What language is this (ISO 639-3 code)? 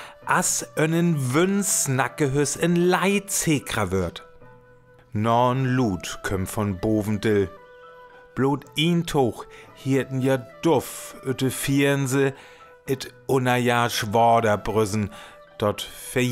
frr